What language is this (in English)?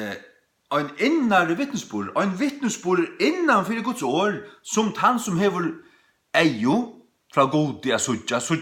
Faroese